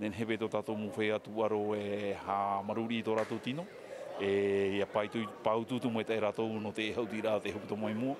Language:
Tahitian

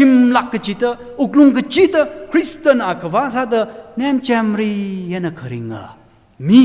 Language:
Tangkhul Naga (India)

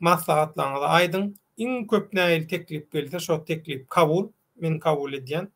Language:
Turkmen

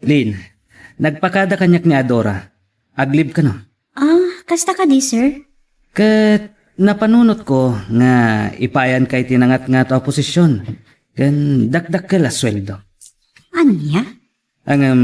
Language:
Iloko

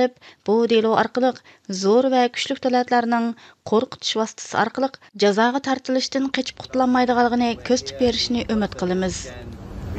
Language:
Uyghur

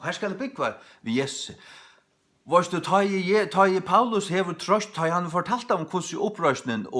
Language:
Faroese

